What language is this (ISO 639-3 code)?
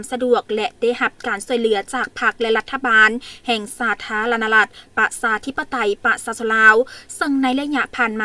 lao